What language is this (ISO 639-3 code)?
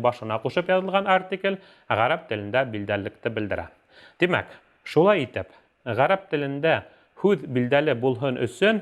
bak